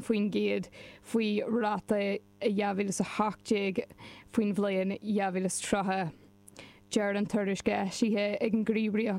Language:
Irish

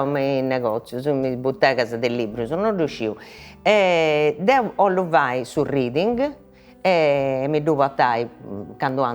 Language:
Sardinian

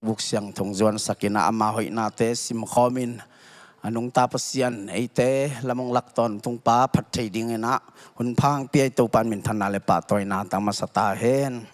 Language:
Tedim Chin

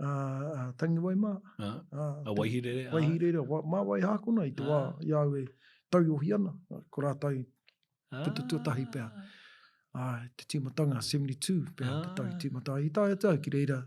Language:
Māori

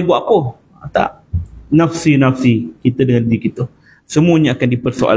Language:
Malay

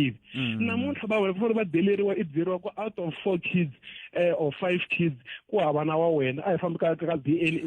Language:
Tsonga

